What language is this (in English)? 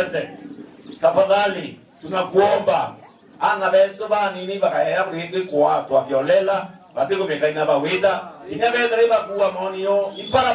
Meru